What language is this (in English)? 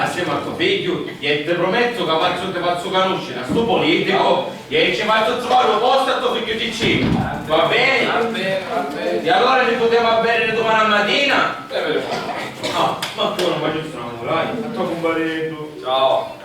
Sicilian